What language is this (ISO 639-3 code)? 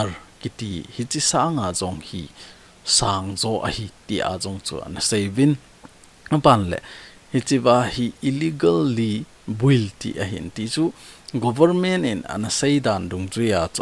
tcz